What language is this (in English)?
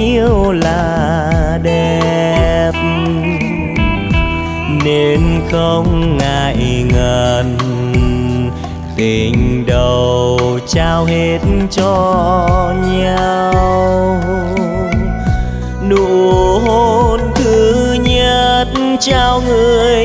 Vietnamese